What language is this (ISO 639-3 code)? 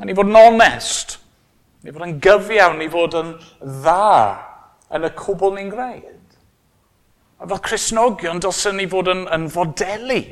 cym